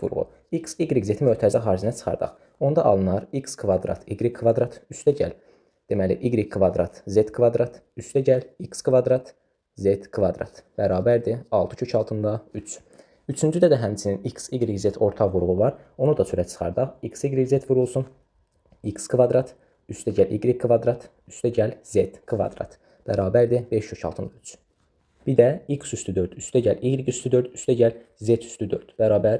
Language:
Azerbaijani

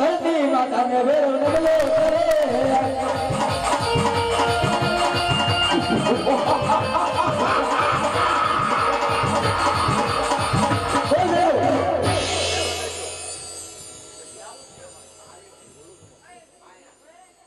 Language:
Gujarati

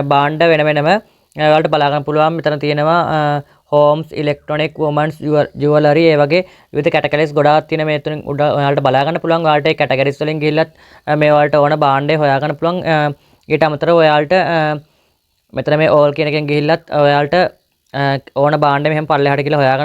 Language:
Sinhala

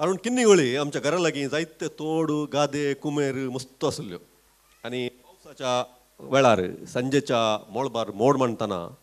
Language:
Konkani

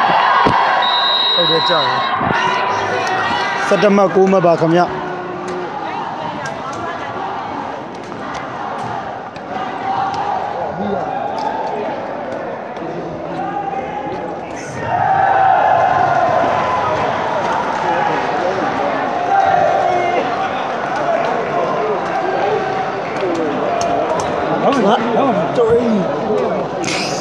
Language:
Burmese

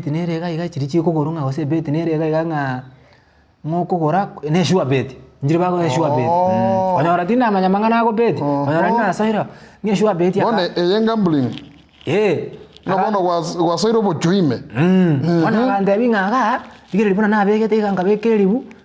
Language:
Gusii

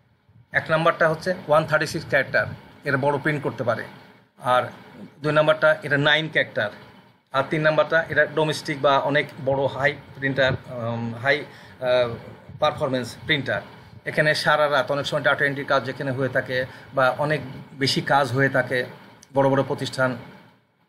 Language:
Bangla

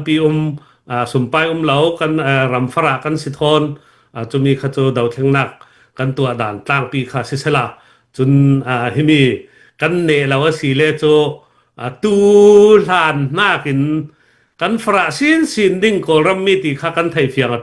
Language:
Falam Chin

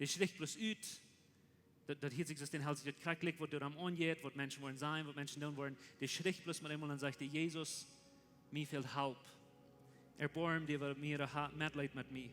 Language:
Plautdietsch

